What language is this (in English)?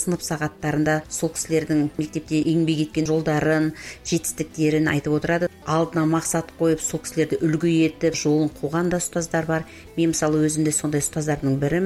Kazakh